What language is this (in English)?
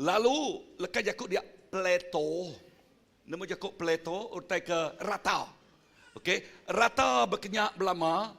Iban